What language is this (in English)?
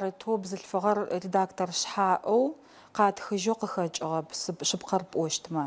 Adyghe